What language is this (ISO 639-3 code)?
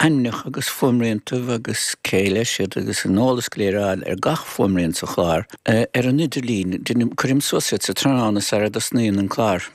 gle